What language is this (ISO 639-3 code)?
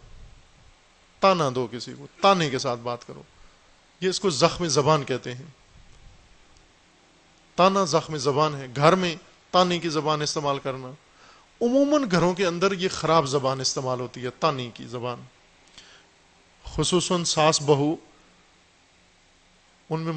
urd